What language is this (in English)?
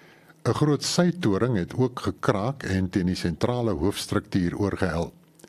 Afrikaans